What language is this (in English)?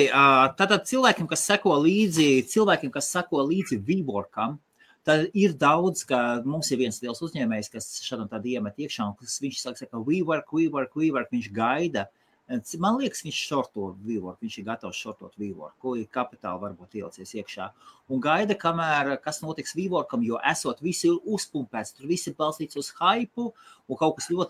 Latvian